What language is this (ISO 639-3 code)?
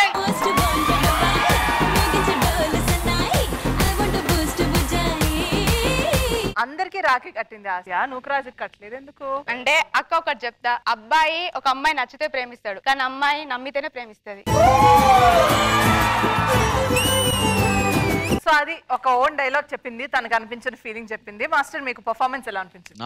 tel